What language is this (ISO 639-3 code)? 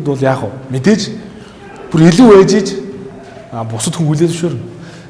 mon